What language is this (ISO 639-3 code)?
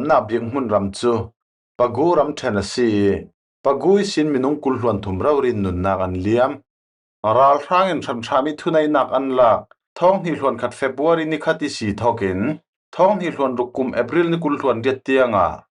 cfm